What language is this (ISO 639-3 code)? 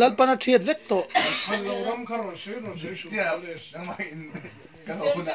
lus